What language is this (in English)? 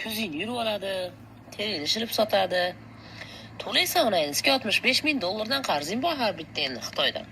Uzbek